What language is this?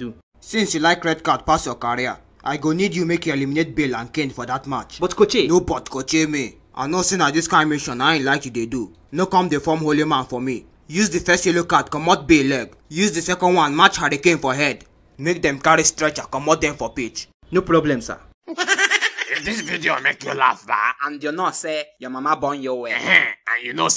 Nigerian Pidgin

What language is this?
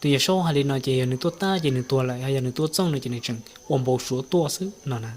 Hmong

